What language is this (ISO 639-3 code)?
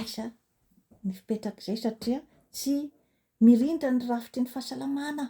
mlg